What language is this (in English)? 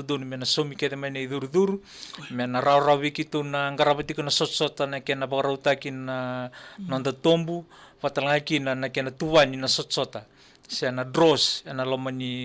Fijian